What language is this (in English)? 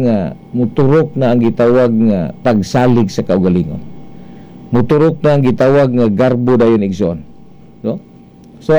Cebuano